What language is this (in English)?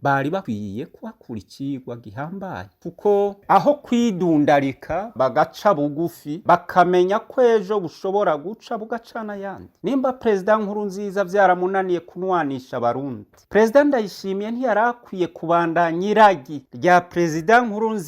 Rundi